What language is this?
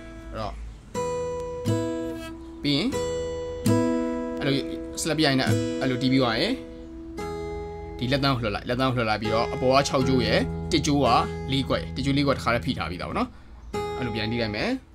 Burmese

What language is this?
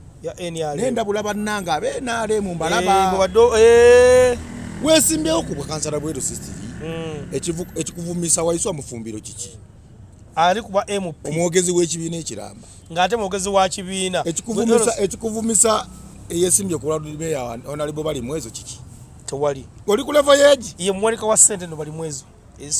Ganda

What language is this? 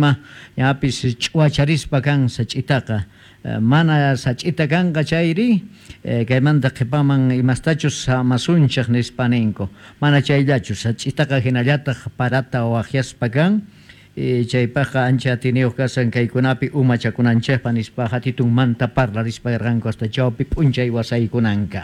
South Bolivian Quechua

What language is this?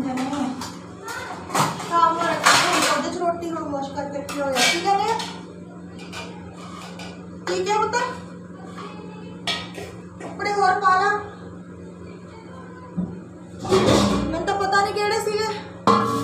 Punjabi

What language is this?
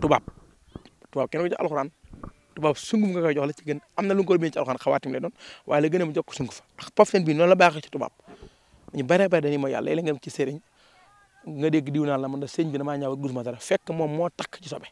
Wolof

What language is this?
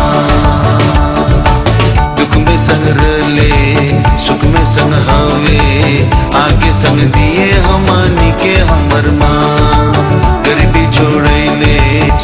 Bhojpuri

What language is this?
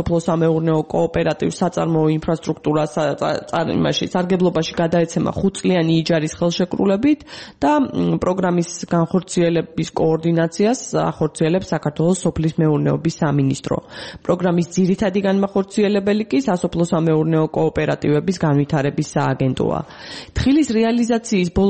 Georgian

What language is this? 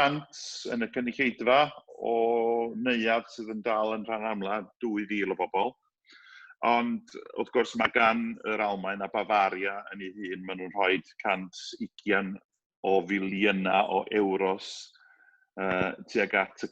Welsh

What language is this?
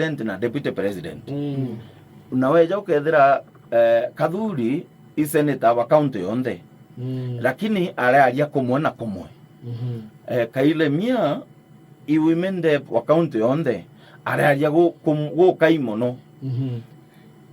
Meru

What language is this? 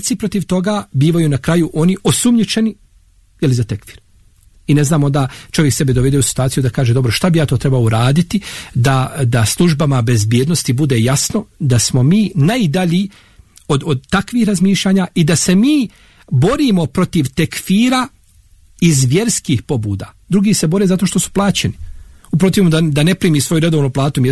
Bosnian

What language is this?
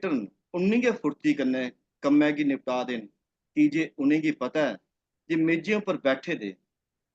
Dogri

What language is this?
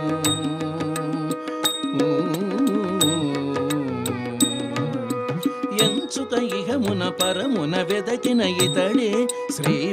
Telugu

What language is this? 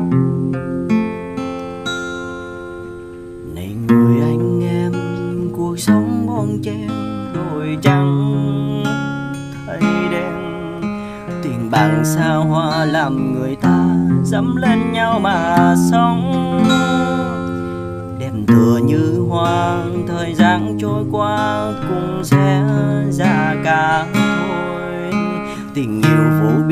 Vietnamese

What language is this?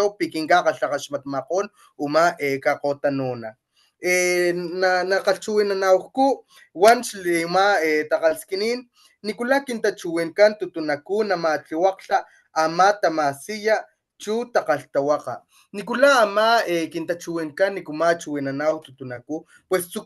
Papantla Totonac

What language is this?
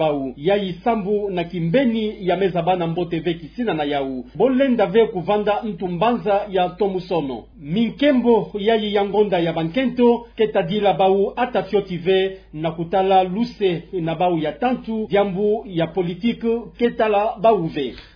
Kituba (Democratic Republic of Congo)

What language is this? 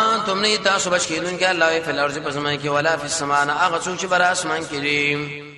Pashto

